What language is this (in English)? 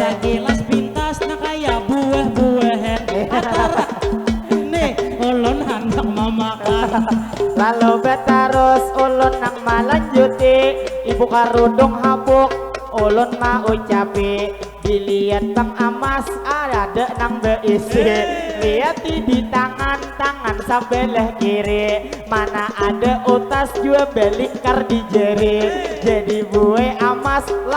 Banjar